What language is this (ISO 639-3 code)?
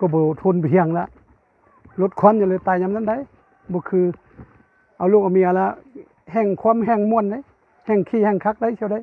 lao